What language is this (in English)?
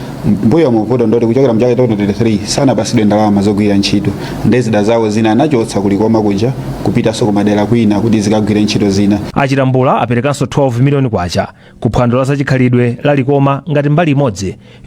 Nyanja